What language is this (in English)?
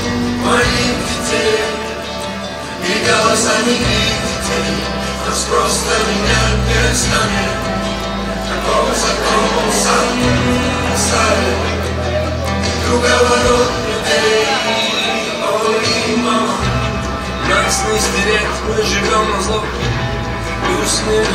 Russian